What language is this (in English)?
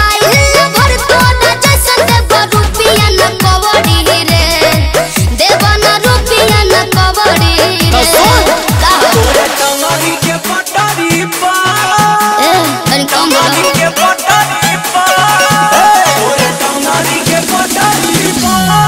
Bhojpuri